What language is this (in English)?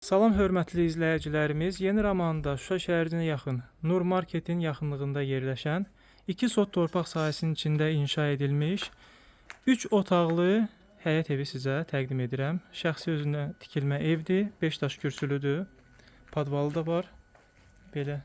Azerbaijani